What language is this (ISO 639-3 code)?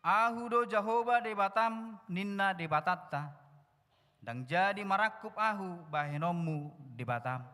bbc